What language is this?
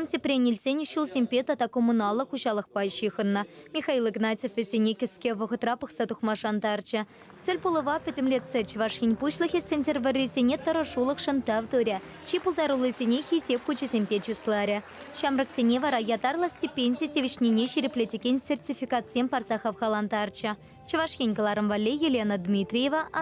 Chuvash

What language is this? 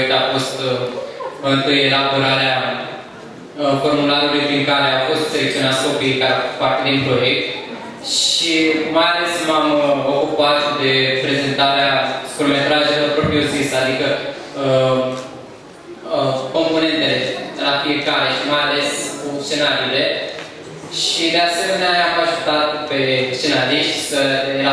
Romanian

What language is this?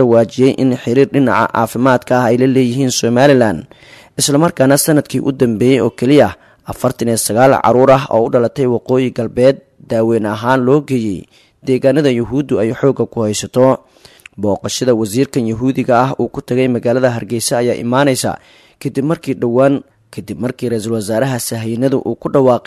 Somali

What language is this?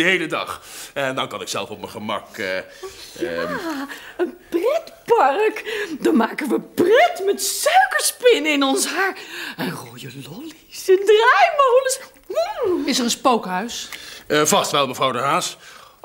Dutch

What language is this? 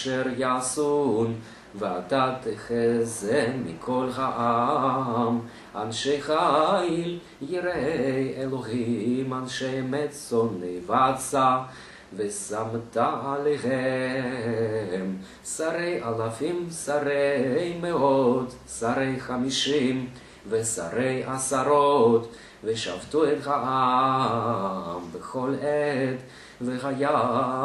Hebrew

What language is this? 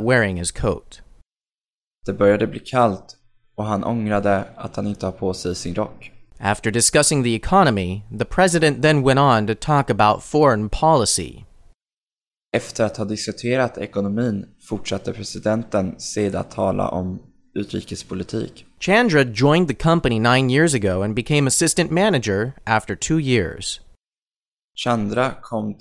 Swedish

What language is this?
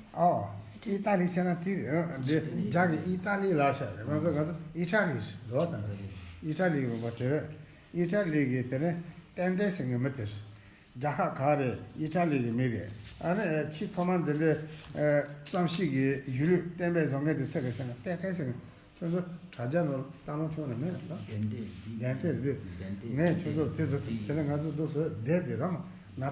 Tibetan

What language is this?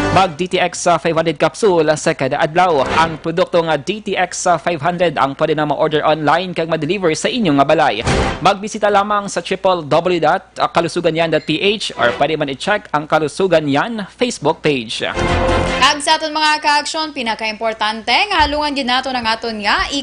Hiligaynon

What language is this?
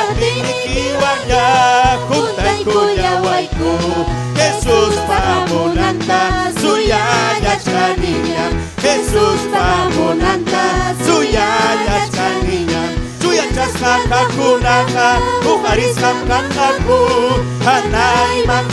Ayacucho Quechua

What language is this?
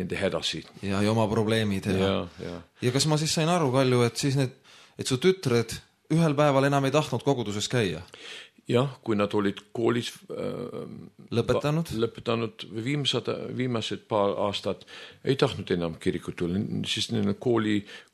Estonian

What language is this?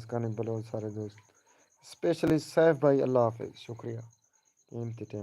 Saraiki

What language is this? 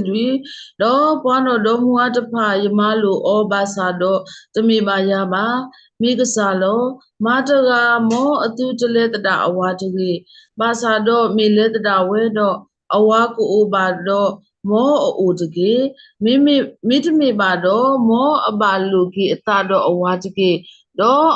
S'gaw Karen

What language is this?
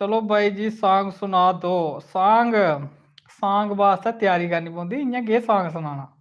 Dogri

